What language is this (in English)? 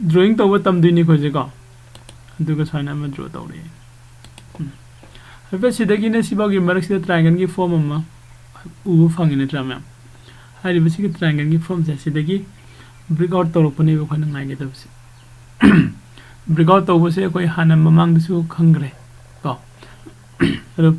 Manipuri